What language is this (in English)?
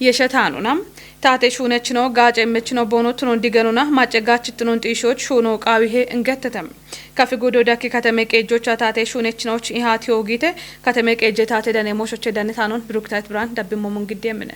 Kafa